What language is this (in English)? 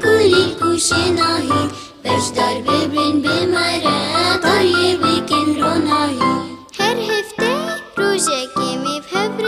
Kurdish